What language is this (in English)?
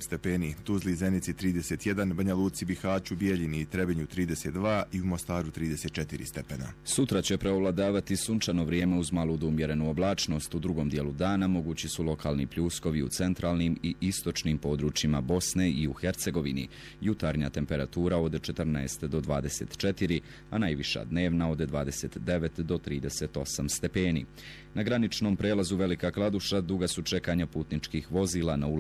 Bosnian